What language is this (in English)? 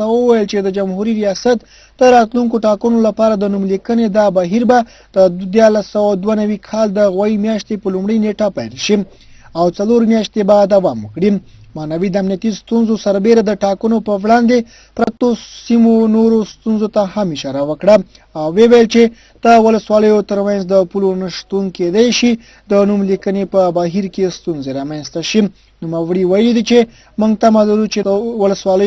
Pashto